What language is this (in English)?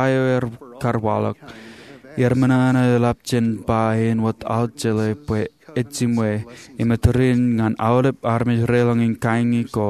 Marshallese